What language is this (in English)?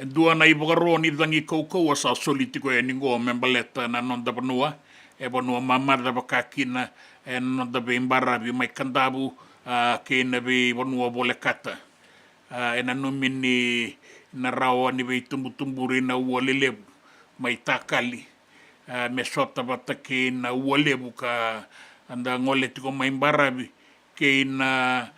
Fijian